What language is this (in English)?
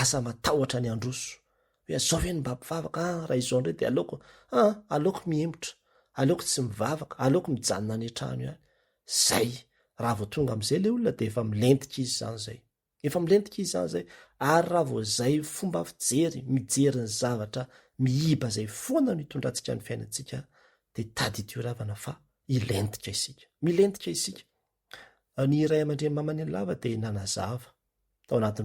Malagasy